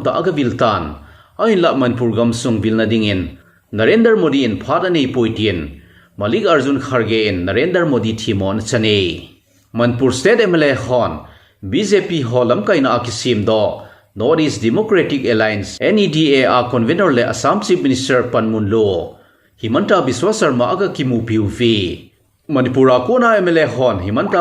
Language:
Thado Chin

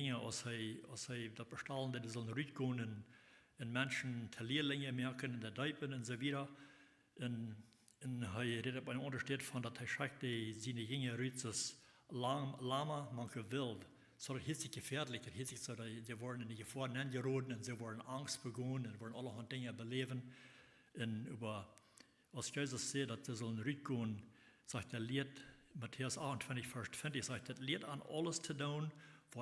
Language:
Plautdietsch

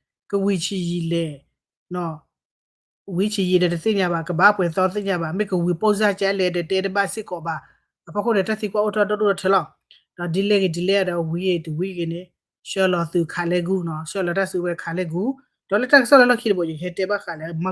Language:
S'gaw Karen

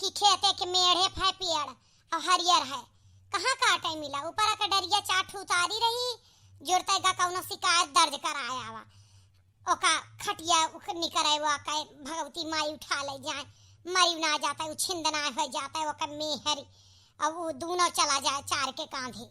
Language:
Awadhi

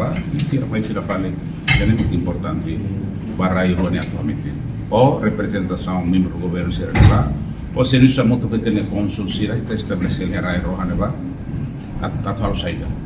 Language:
Tetum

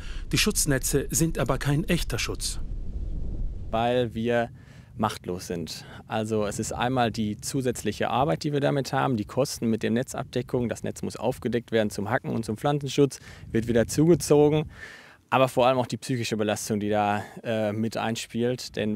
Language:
German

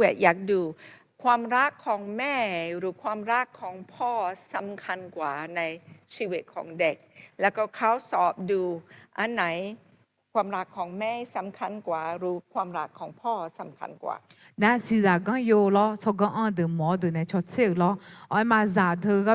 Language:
Akha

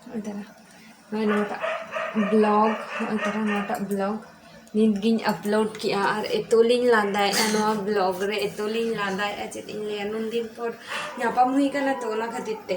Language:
Santali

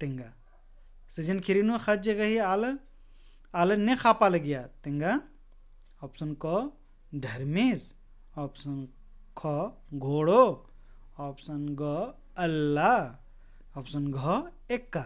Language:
Kurukh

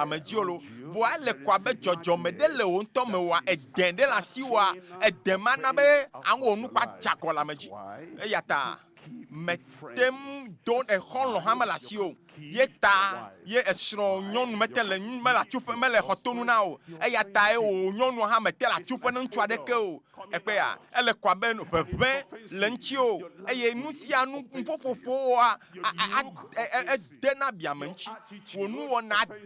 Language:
Ewe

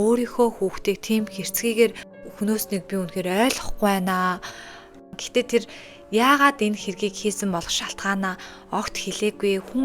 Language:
Mongolian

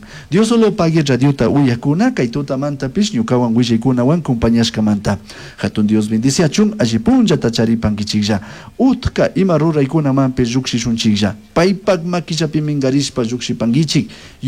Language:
Chimborazo Highland Quichua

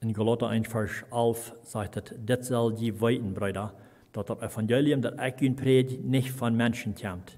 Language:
Plautdietsch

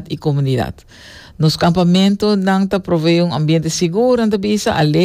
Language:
Papiamento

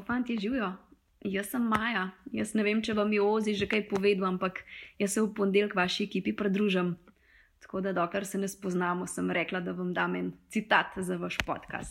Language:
Slovenian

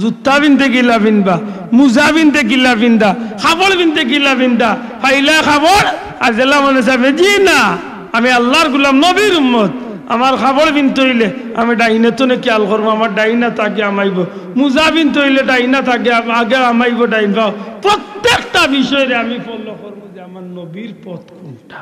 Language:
Sylheti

